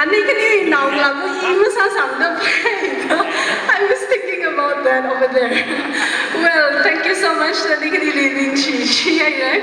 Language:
Tangkhul Naga (India)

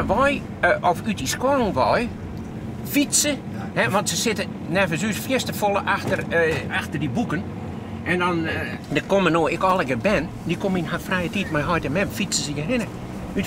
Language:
Western Frisian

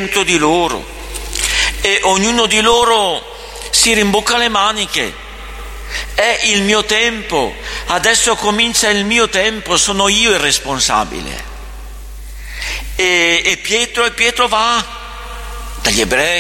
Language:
Italian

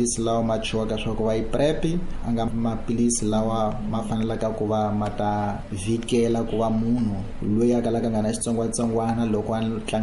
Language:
Tsonga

